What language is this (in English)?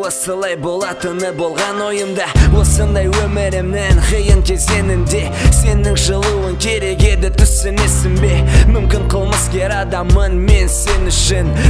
Kazakh